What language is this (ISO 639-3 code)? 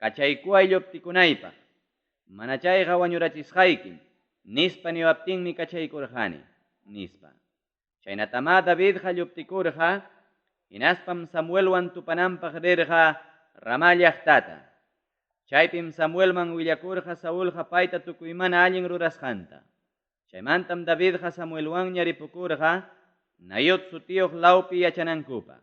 quy